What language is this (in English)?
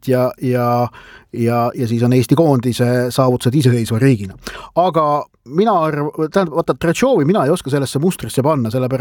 Estonian